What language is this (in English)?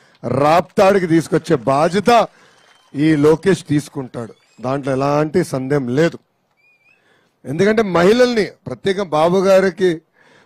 Telugu